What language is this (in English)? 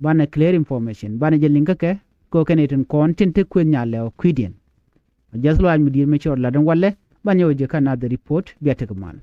Nuer